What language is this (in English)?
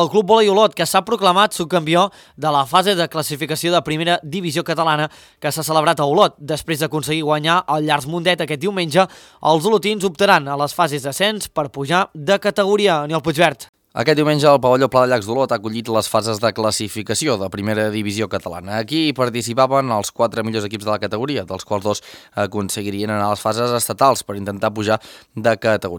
Catalan